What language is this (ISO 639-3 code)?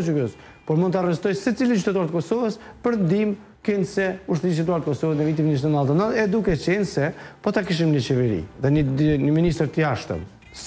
sqi